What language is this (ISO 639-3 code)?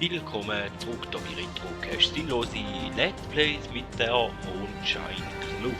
gsw